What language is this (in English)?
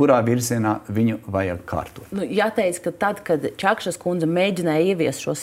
Latvian